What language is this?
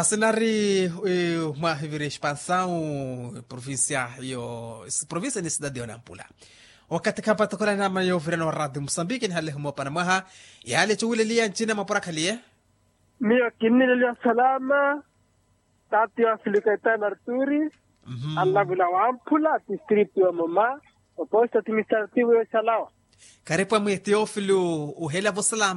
Makhuwa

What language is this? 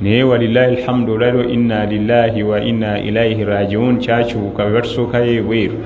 Ganda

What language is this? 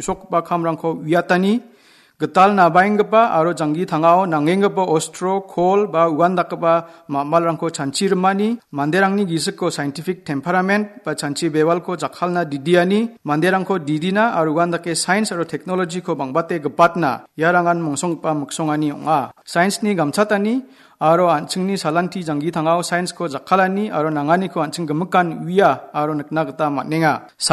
Garo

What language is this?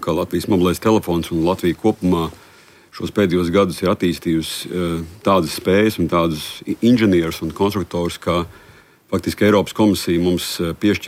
Latvian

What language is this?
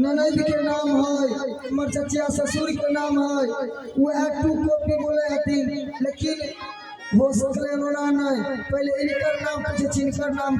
Maithili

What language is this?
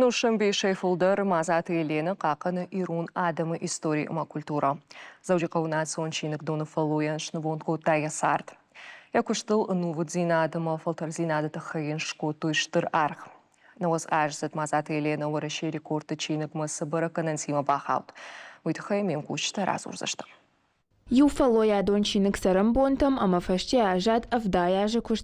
Ossetic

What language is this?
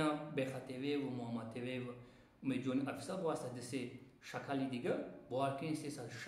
Tajik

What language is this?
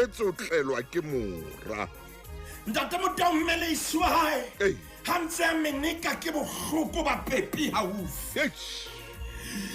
Southern Sotho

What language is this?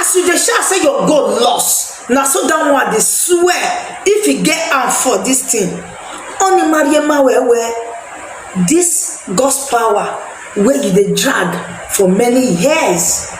Nigerian Pidgin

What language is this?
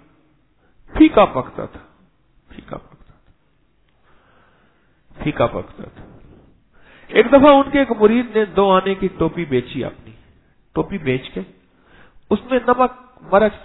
Urdu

